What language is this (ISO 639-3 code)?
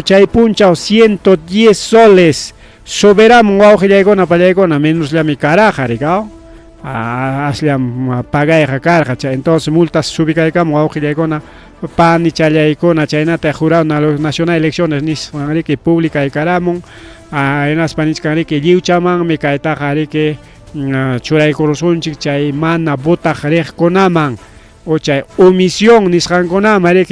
quy